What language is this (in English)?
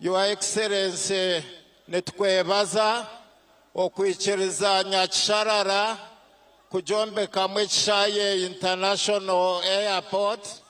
Nyankole